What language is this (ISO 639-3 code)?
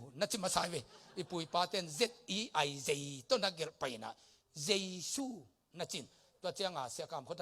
ctd